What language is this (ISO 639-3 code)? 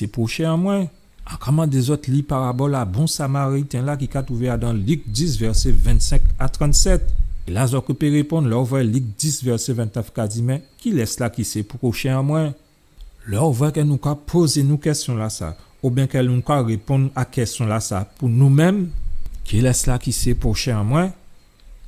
gcf